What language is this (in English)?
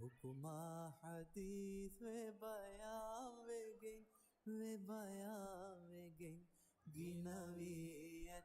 Divehi